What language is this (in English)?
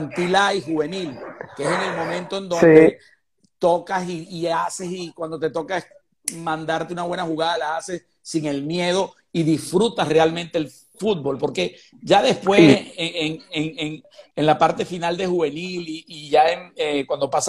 Spanish